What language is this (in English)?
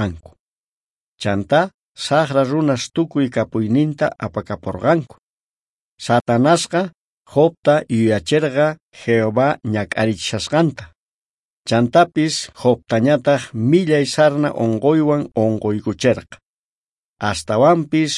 South Bolivian Quechua